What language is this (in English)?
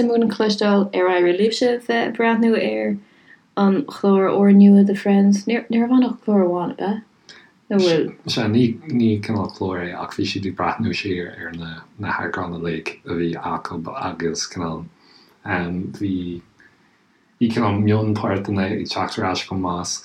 Irish